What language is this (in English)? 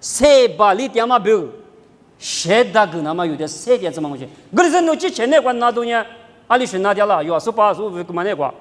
Lisu